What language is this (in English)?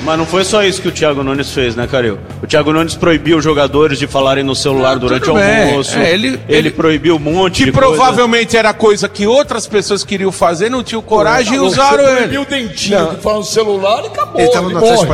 Portuguese